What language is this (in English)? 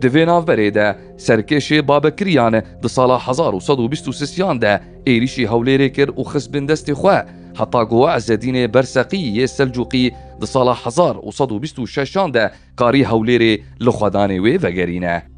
Kurdish